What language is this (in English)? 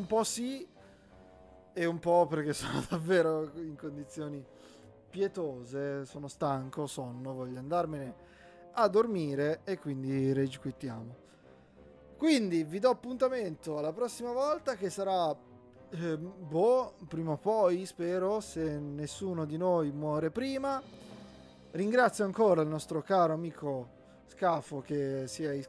Italian